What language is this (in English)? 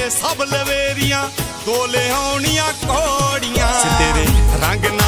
Punjabi